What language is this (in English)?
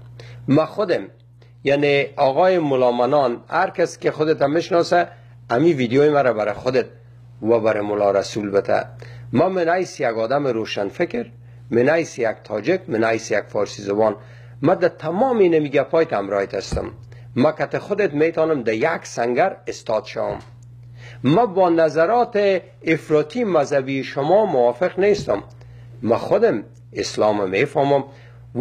Persian